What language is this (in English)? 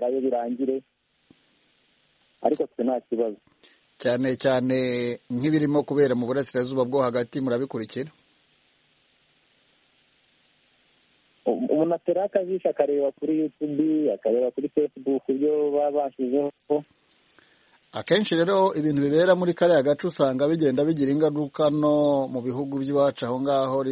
Kinyarwanda